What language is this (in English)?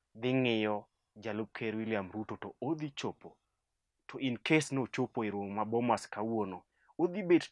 Luo (Kenya and Tanzania)